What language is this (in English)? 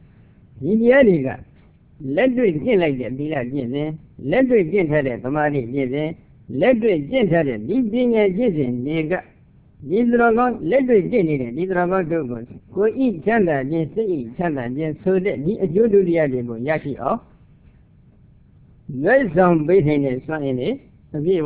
Burmese